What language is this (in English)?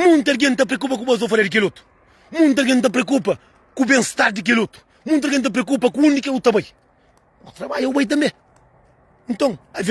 Kabuverdianu